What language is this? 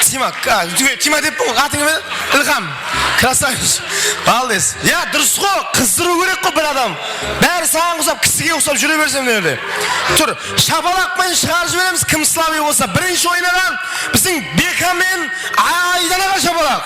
Kara-Kalpak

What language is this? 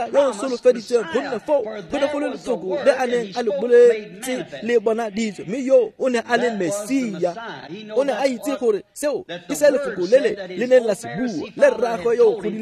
Tswana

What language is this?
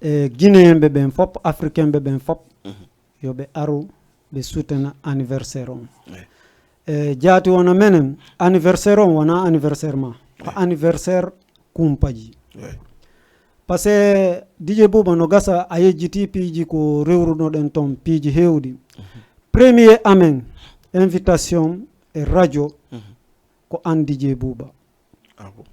Fula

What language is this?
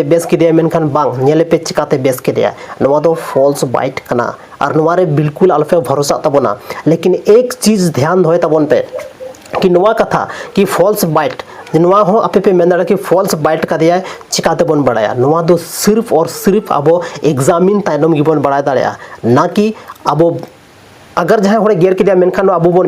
Santali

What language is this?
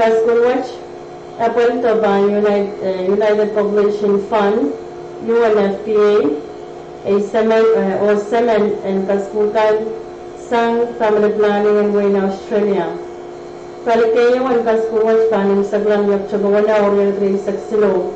Pohnpeian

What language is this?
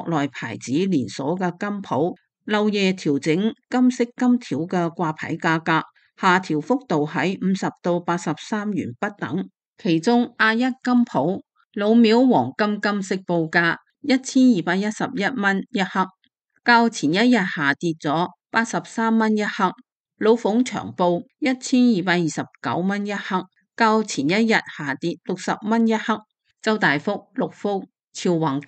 Cantonese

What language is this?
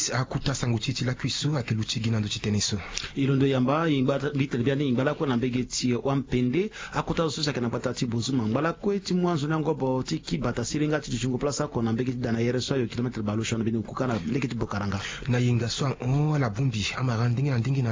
Sango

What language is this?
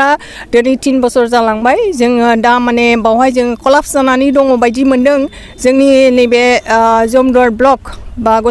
Bodo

